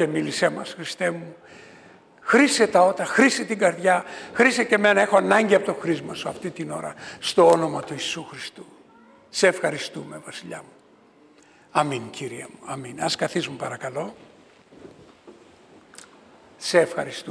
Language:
Greek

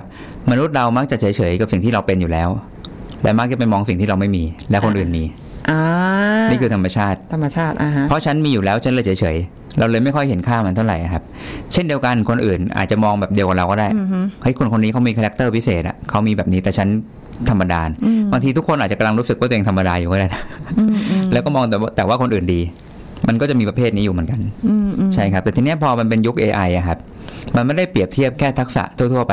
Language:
Thai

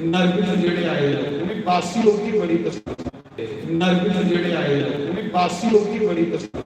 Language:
Dogri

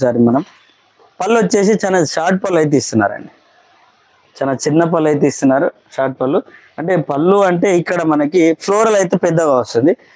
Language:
Telugu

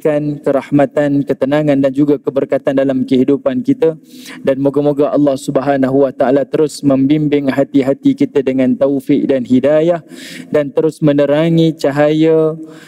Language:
Malay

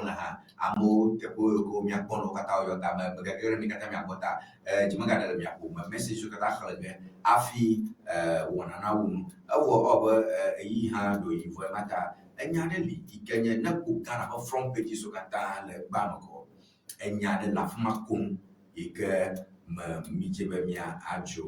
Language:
Ewe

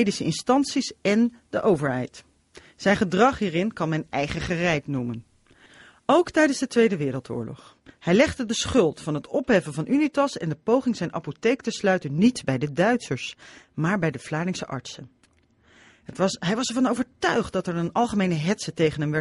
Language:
Dutch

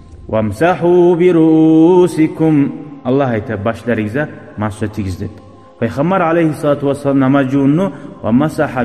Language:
Kumyk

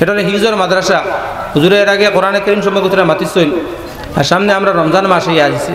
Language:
Sylheti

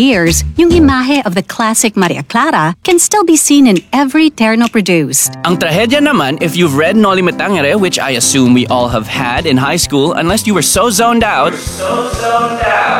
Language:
Filipino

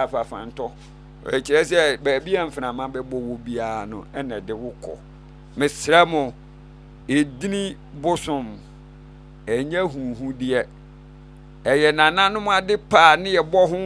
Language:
Akan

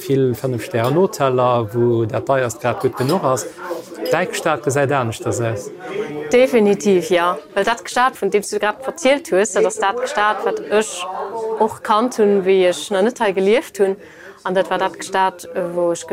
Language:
Luxembourgish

